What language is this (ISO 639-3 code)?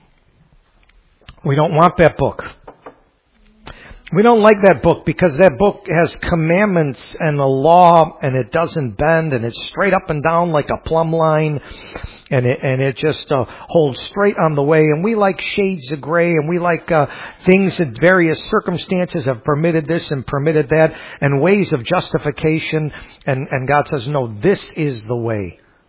eng